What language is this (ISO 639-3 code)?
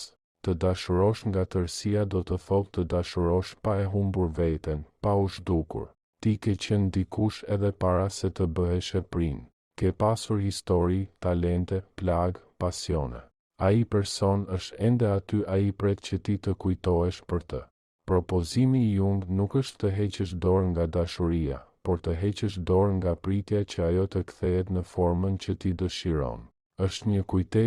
sqi